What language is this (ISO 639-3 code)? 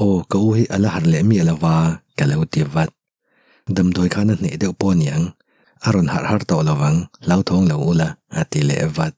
lus